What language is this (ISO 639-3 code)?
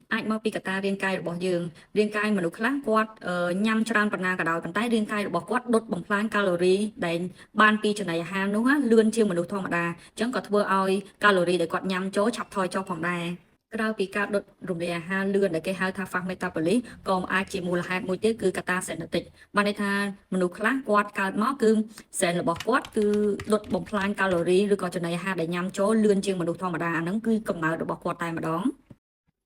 khm